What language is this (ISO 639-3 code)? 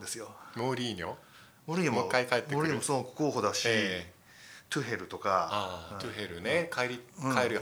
jpn